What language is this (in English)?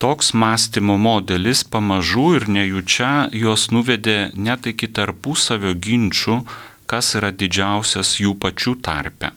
Lithuanian